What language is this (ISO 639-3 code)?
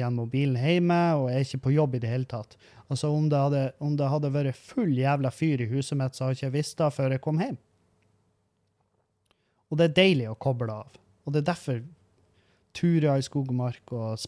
nor